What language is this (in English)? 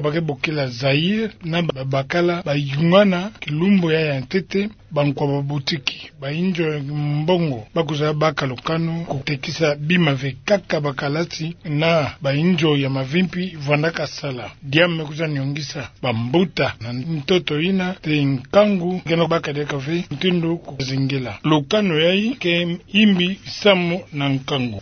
Kituba (Democratic Republic of Congo)